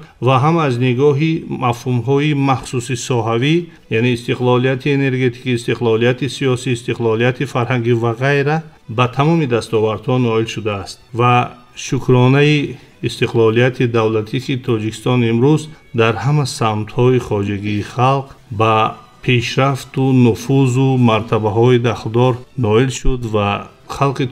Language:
Tajik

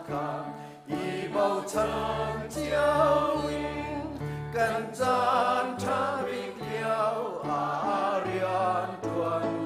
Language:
Hakha Chin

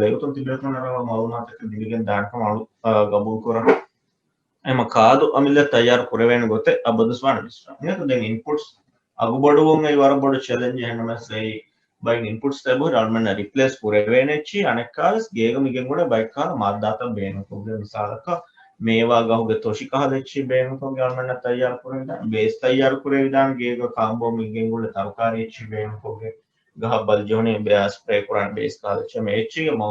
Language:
Divehi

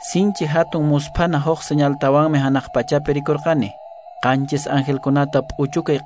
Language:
Quechua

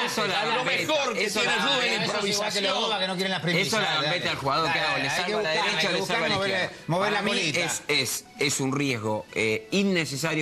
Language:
Spanish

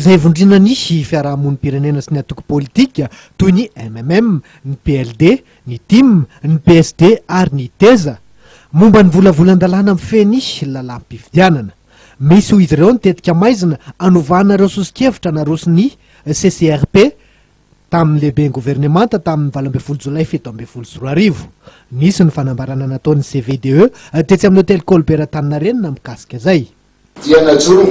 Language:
Malagasy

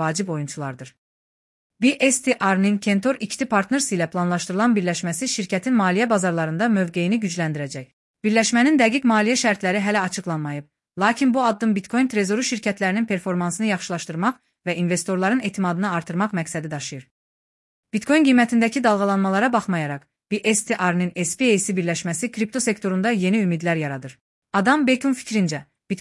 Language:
Azerbaijani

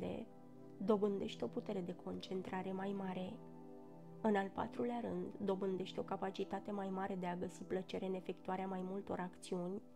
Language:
Romanian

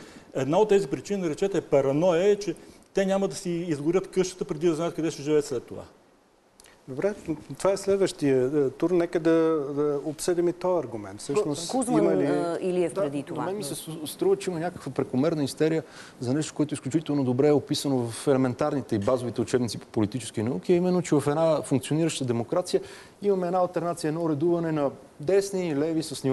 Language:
Bulgarian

